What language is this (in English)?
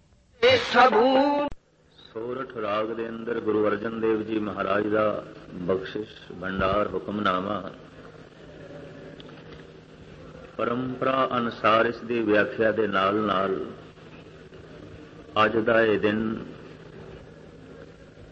Punjabi